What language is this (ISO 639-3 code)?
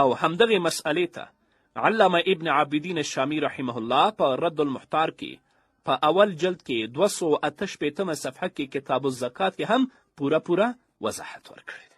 pus